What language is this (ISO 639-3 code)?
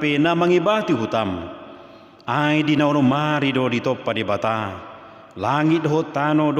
bbc